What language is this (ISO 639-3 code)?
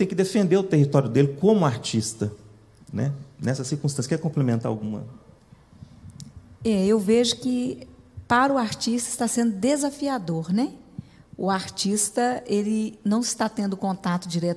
por